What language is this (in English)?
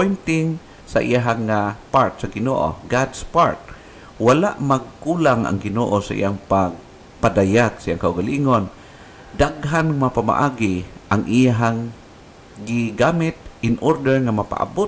Cebuano